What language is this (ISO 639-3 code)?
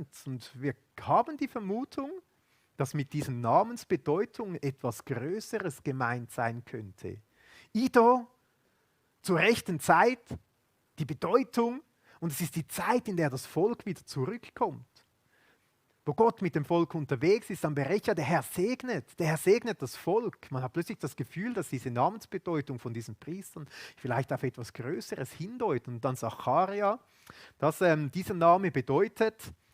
gsw